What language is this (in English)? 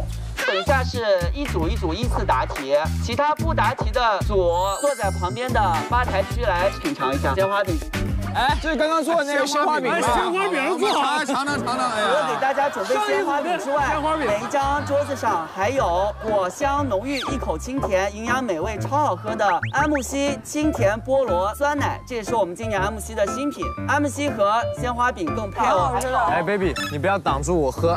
Chinese